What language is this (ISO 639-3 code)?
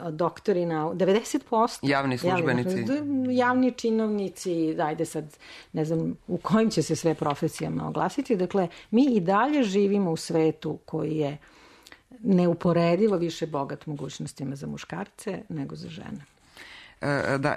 srp